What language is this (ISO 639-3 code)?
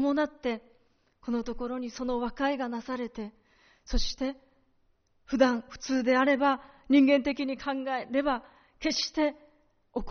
jpn